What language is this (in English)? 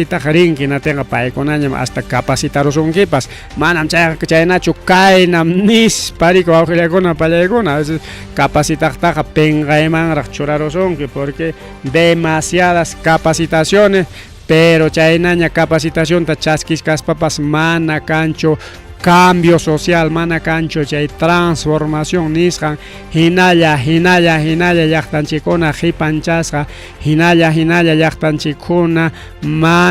Ayacucho Quechua